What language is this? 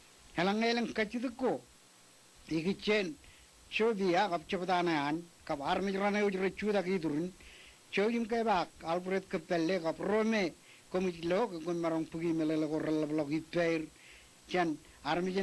Marshallese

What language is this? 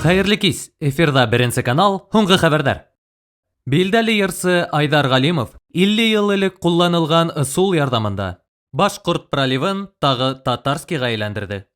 Bashkir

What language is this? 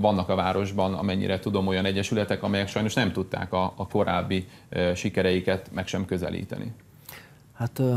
Hungarian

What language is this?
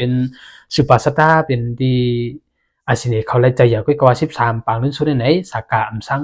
Shan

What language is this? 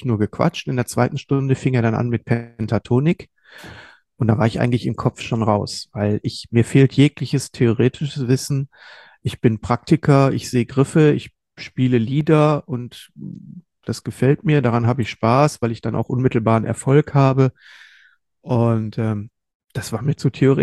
German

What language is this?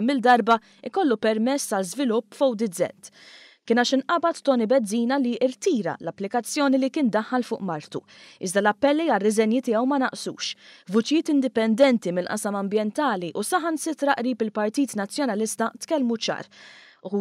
Maltese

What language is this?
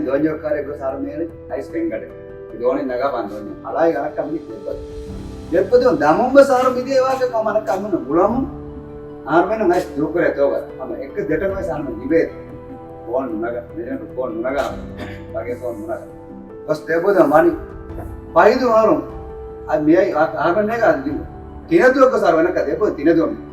Divehi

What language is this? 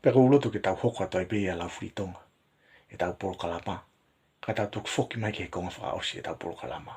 Tongan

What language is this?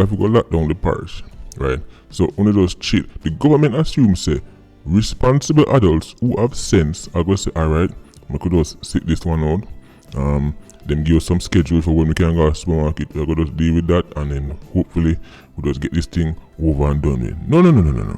Jamaican Creole English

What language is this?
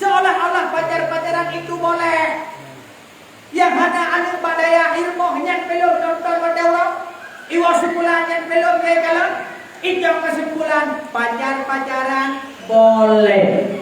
Achinese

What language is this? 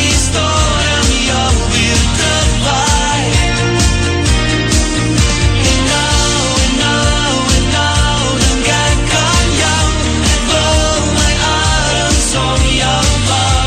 Afrikaans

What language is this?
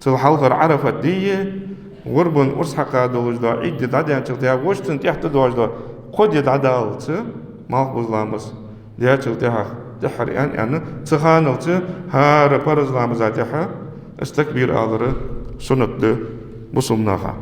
Ingush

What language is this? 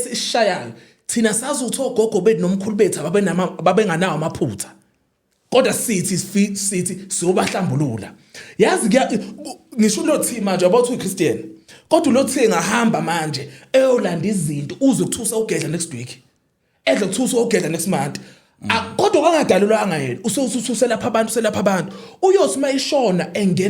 Zulu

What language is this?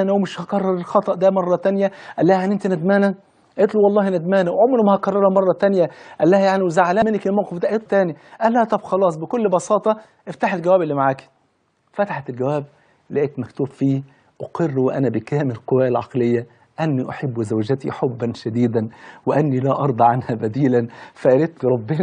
Egyptian Arabic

